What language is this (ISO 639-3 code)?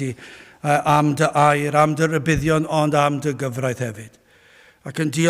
cym